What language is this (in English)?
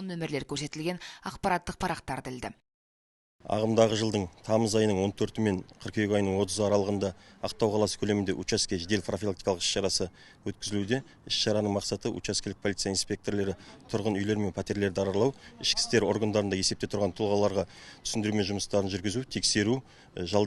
Kazakh